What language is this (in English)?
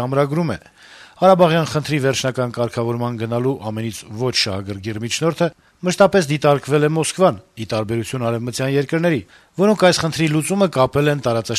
Armenian